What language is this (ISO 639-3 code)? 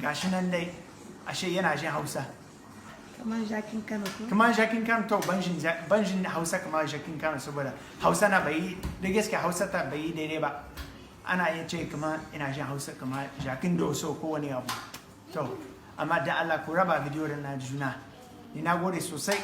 hau